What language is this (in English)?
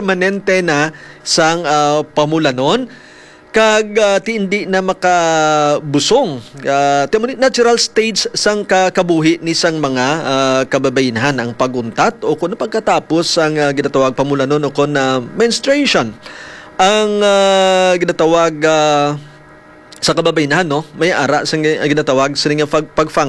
Hiligaynon